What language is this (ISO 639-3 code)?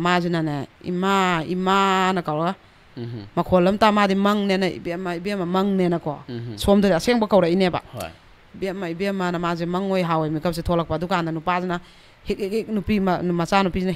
mni